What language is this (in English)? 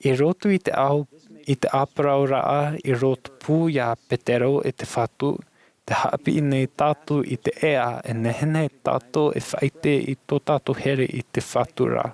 Tahitian